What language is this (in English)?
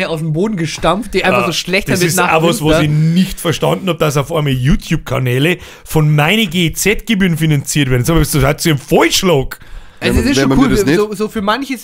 Bavarian